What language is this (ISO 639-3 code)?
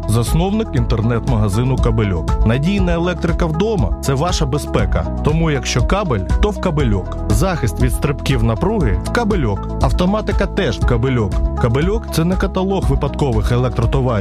ukr